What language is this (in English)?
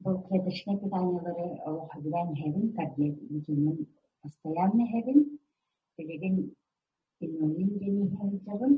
Yakut